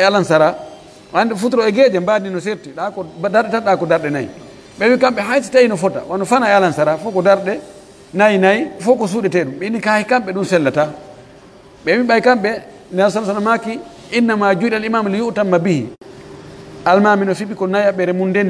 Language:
Pular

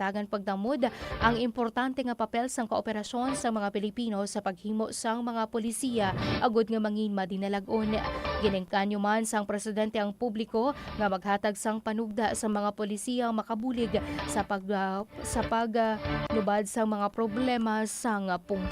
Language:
Hiligaynon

